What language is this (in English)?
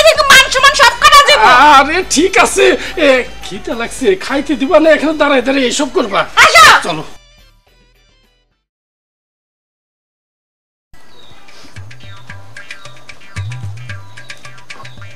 Bangla